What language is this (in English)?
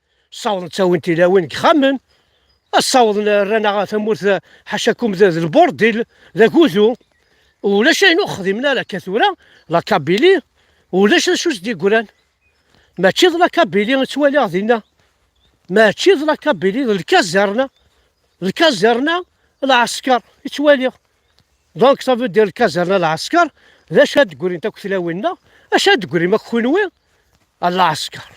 Kabyle